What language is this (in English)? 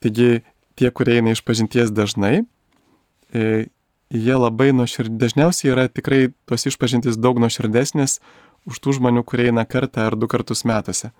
Lithuanian